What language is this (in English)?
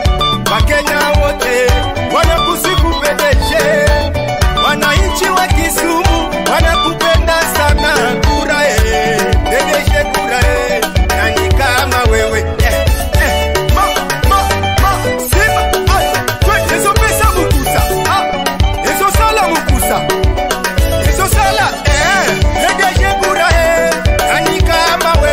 Swahili